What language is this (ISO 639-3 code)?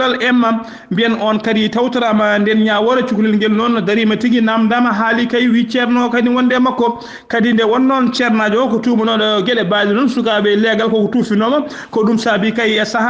ful